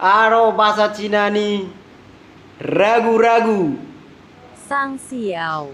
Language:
Batak Toba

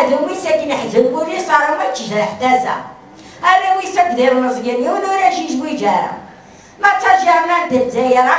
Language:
Kabyle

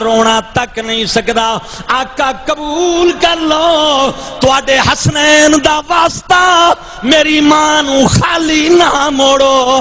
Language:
Saraiki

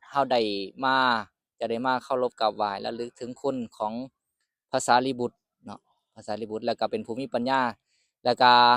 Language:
Lao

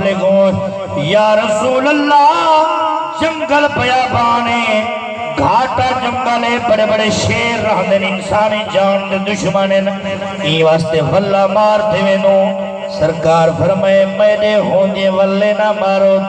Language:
Saraiki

